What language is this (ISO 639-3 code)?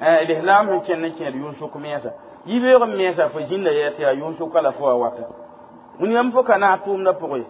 mos